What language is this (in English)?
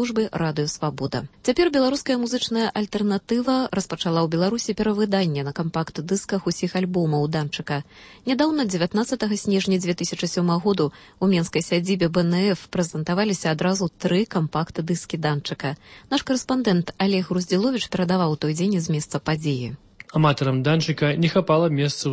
Belarusian